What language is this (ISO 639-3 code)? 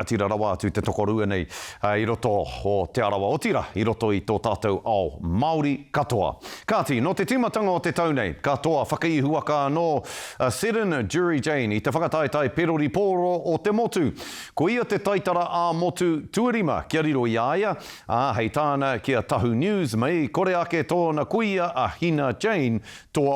mri